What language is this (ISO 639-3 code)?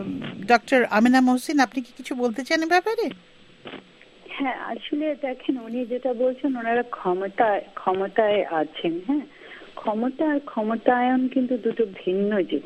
ben